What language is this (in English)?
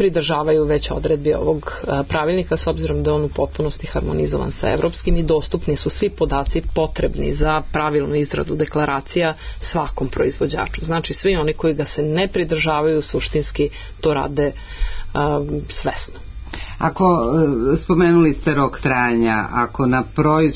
Serbian